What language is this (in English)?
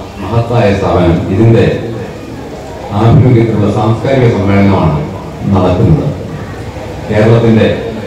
Malayalam